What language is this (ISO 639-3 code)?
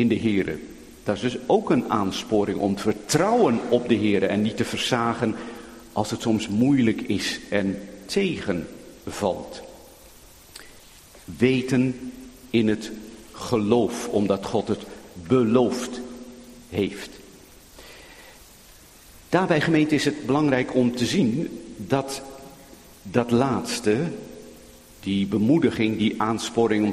nld